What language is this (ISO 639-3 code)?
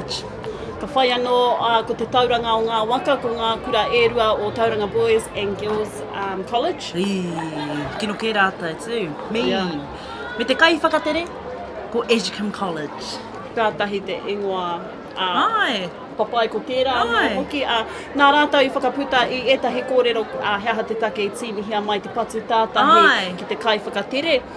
mri